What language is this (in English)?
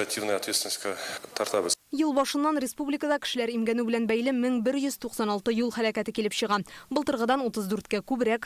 Tatar